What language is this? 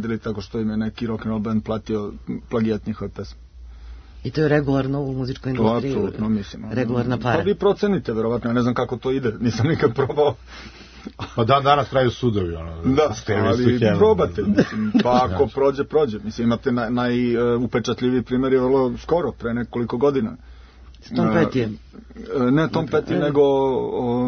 Serbian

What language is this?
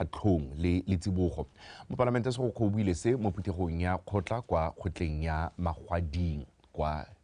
Tswana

